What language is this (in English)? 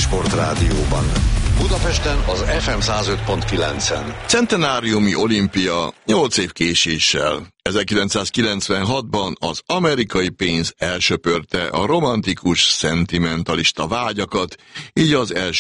Hungarian